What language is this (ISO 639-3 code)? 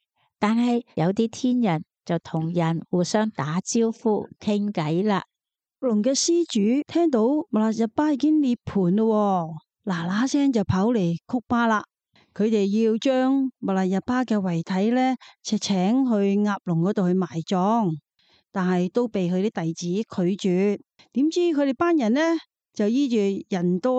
yue